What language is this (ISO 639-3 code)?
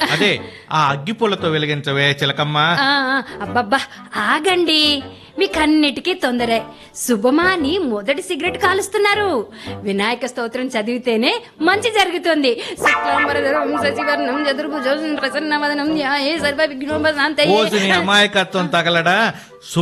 tel